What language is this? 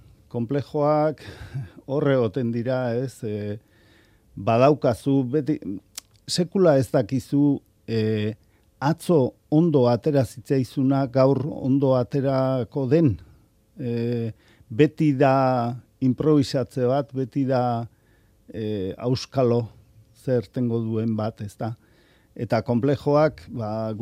Basque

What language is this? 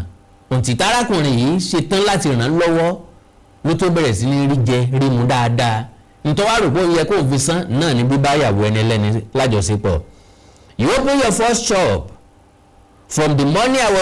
Yoruba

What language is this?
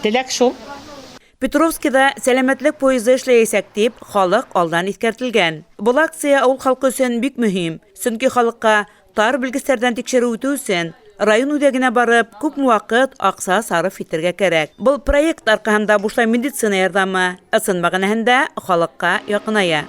Bashkir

